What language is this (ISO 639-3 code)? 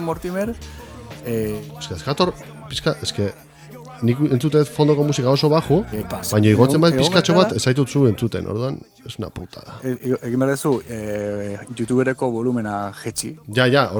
eus